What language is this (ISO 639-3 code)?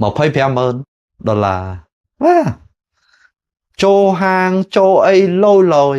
khm